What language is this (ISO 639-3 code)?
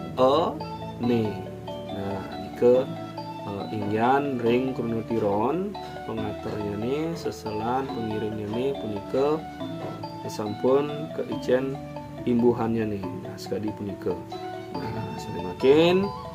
ban